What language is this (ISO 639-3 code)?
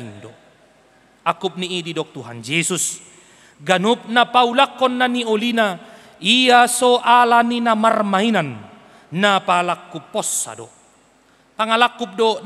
bbc